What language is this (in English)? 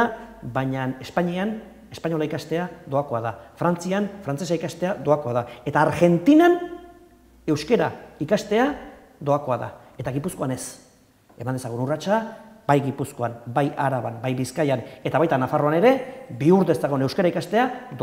Basque